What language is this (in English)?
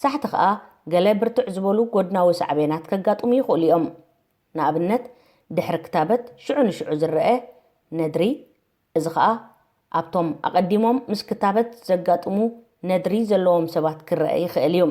Tigrinya